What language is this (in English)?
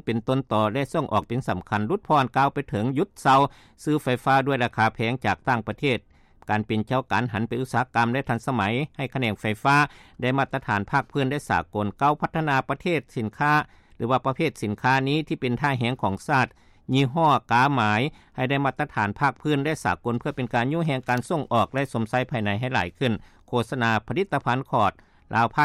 Lao